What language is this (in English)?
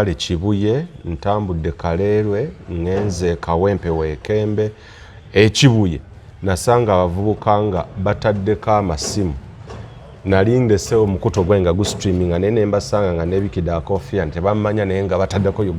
Ganda